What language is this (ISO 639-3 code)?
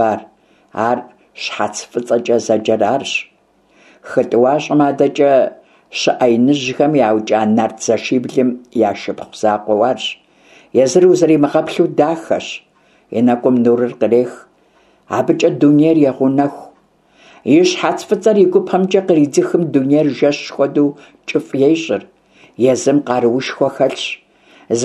kbd